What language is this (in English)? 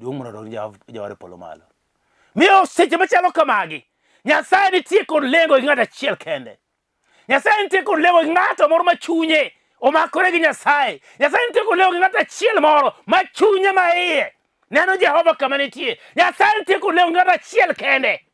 Luo (Kenya and Tanzania)